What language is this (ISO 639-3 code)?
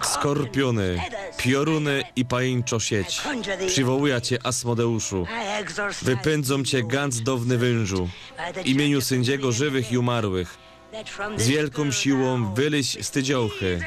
szl